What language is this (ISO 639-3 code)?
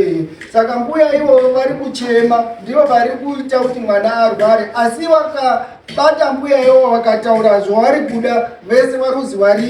sna